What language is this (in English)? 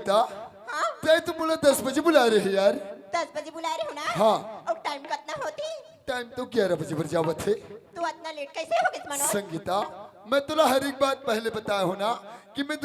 Chhattisgarhi